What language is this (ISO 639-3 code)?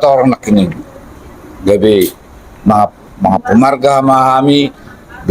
bbc